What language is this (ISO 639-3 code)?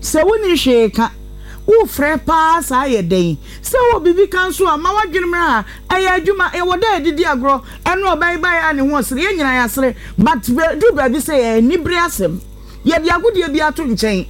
aka